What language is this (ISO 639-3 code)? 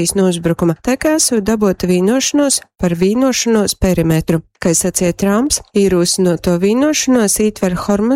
ltg